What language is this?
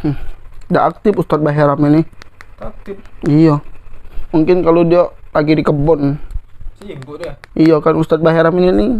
Musi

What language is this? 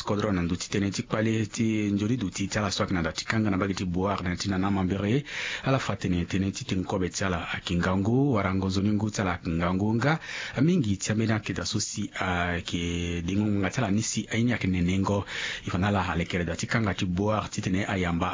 Sango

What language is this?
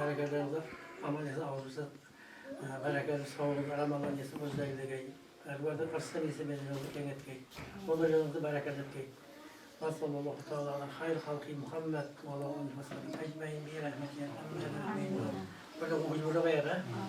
Kara-Kalpak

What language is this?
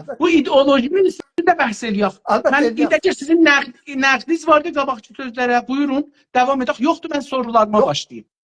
South Azerbaijani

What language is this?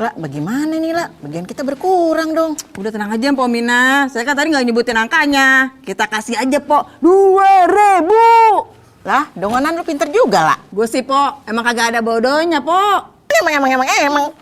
Betawi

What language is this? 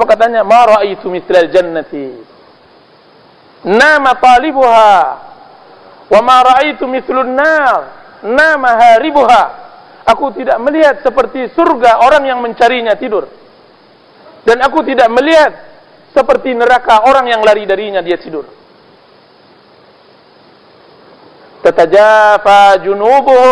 Indonesian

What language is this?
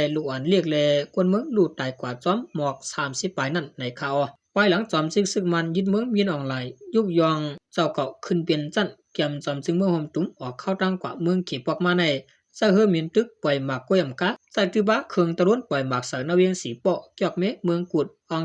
Shan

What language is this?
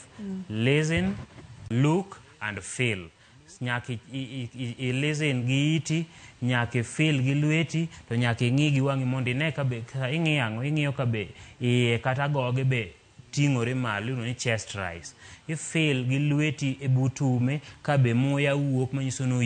Luo (Kenya and Tanzania)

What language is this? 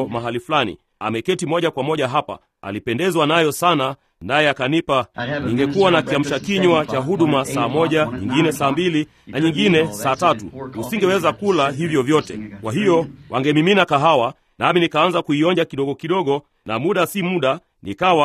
Swahili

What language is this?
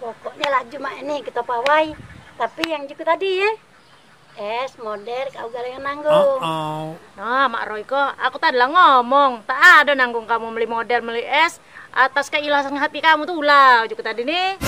Musi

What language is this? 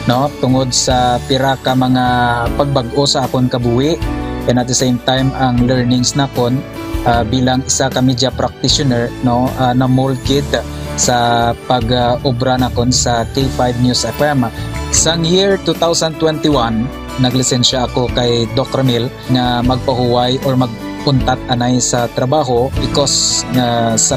Hiligaynon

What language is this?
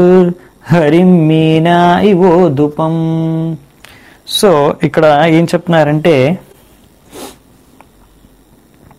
Telugu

